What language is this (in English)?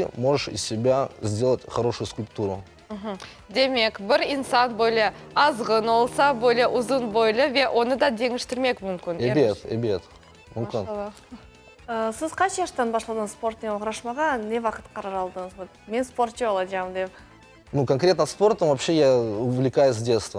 Crimean Tatar